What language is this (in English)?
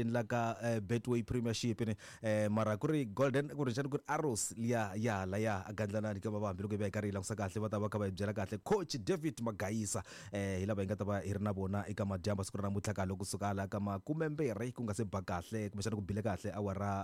Tsonga